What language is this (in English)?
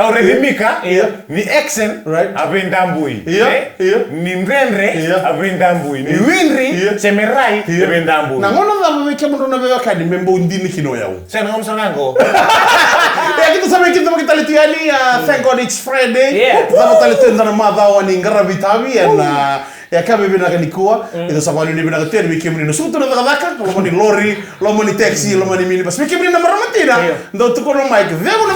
Fijian